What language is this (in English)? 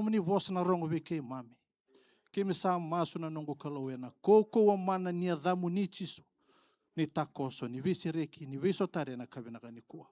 Fijian